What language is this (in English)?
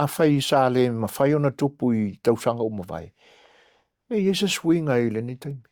Samoan